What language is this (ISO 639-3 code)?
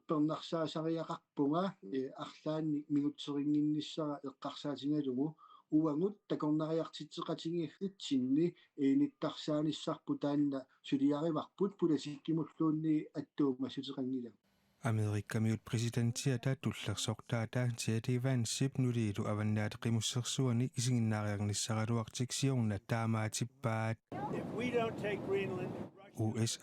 kal